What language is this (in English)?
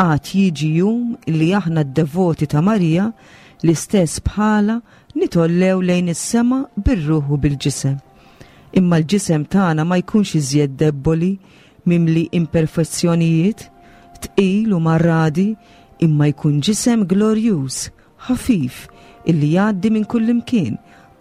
Maltese